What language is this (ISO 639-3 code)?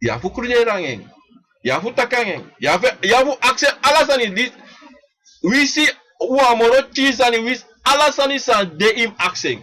srn